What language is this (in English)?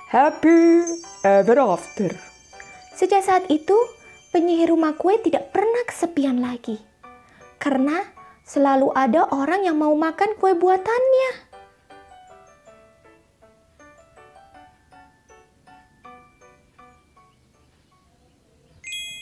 Indonesian